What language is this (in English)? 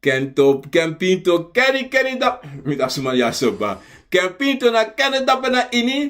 Sranan Tongo